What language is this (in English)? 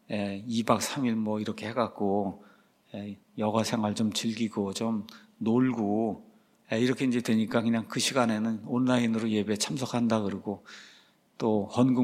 Korean